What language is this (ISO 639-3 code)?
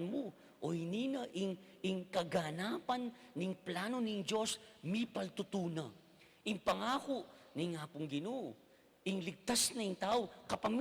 pam